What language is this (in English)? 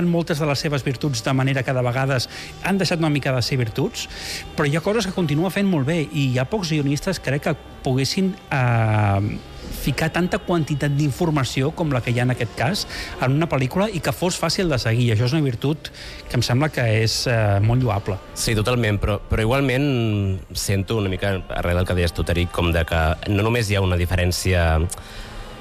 Catalan